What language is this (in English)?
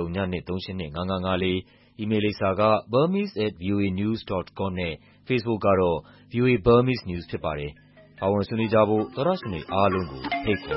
Burmese